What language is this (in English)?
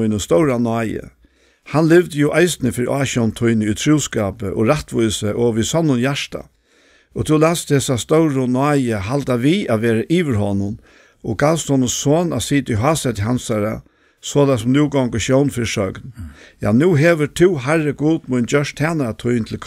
Faroese